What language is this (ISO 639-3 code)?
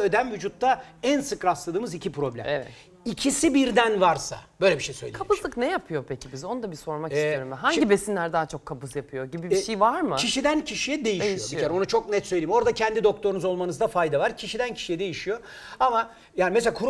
tur